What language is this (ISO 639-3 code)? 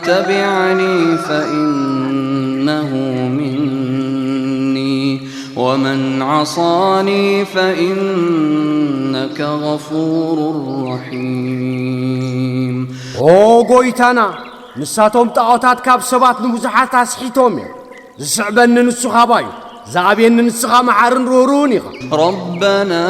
tir